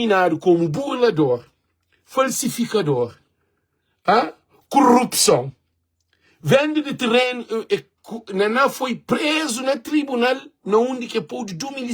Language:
Kabuverdianu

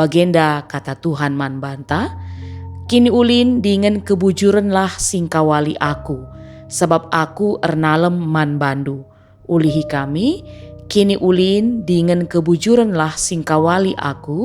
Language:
Batak Karo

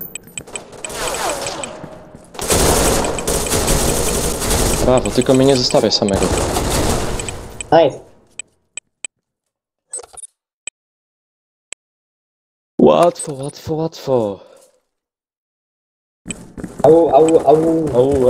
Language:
Polish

